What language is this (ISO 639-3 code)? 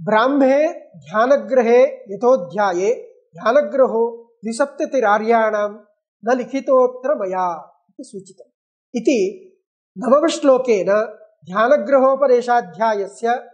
san